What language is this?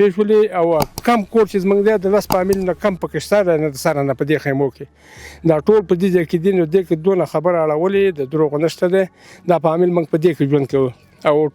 Pashto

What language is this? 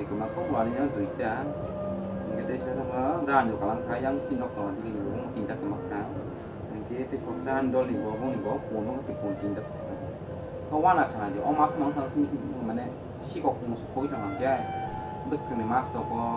Kok Borok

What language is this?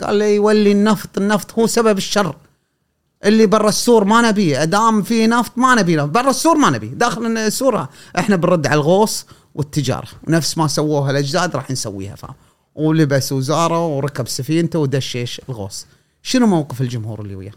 Gulf Arabic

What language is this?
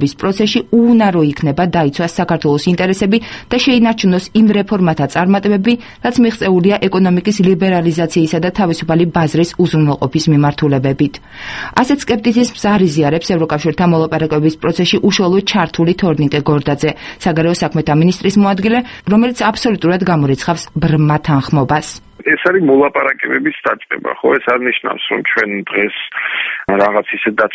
Georgian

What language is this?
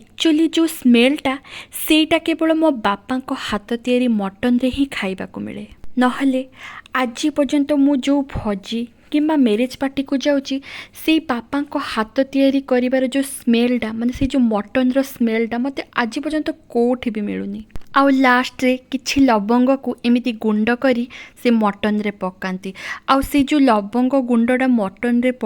Odia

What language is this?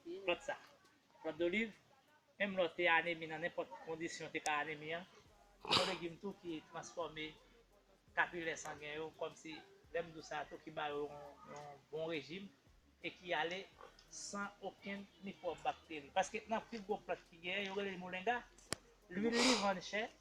Haitian Creole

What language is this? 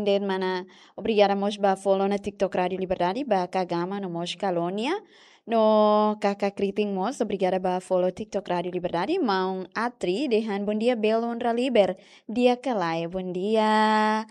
Tetum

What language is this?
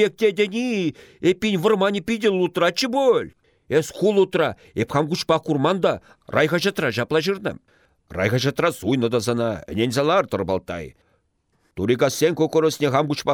Chuvash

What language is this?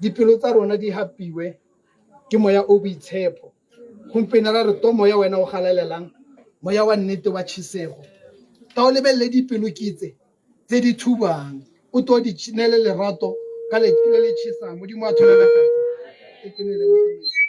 Tswana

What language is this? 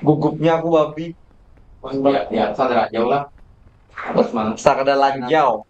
Banjar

